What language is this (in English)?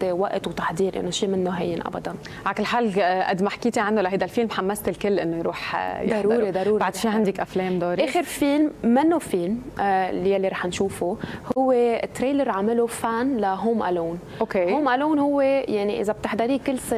North Levantine Arabic